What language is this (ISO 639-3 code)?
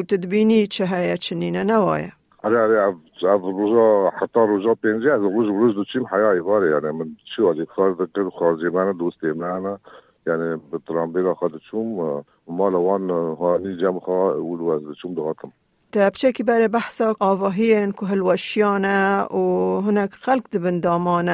kur